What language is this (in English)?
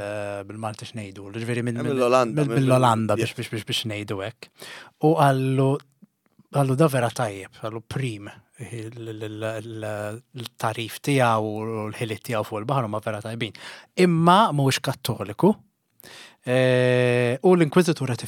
Maltese